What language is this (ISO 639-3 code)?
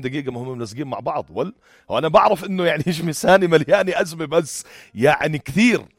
apc